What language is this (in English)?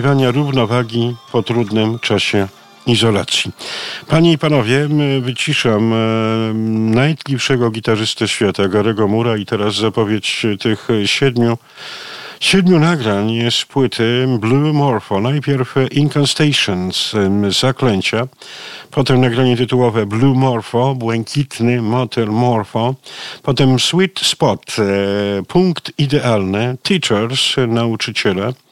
Polish